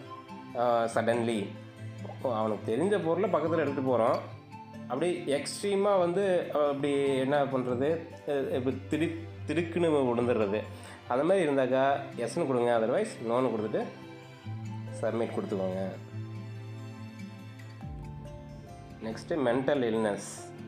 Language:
Tamil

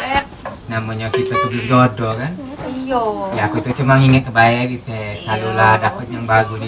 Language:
Musi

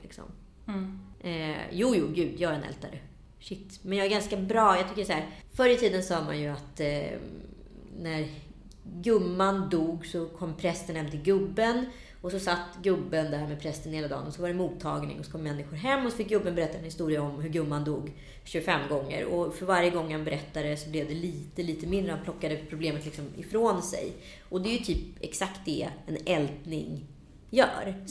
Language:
Swedish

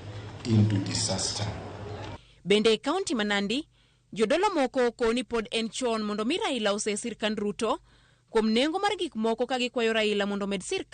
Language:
Luo (Kenya and Tanzania)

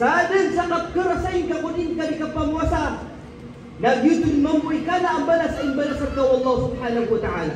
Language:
Maranao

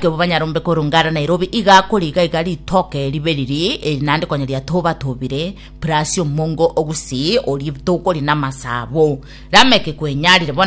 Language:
Gusii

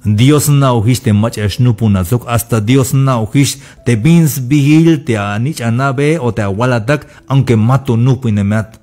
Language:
Tzeltal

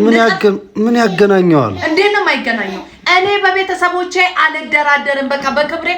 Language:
Amharic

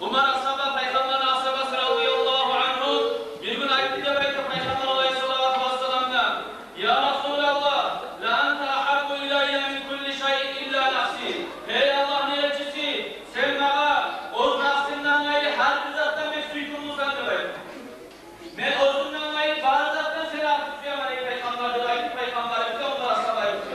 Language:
Kumyk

